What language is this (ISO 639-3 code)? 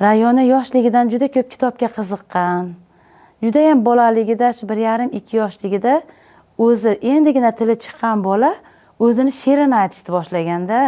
uzb